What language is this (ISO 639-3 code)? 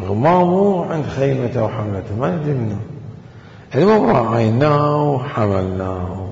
acm